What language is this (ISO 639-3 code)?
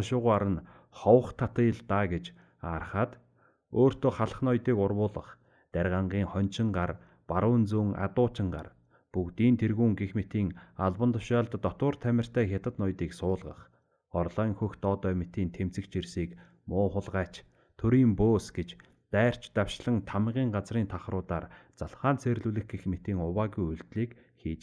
mon